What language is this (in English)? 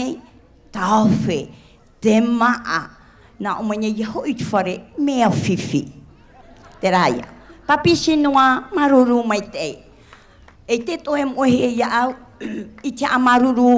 Tahitian